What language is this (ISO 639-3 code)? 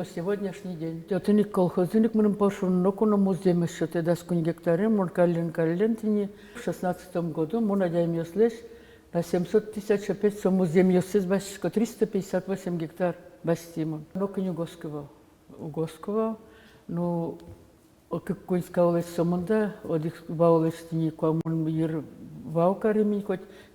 udm